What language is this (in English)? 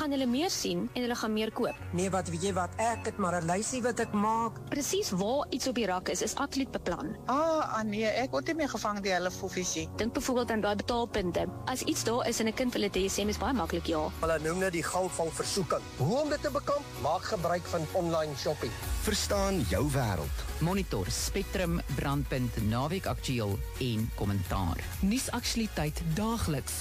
Afrikaans